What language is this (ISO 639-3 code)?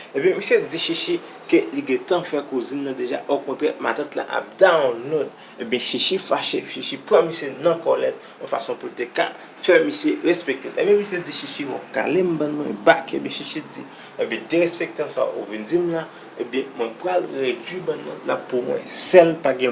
hat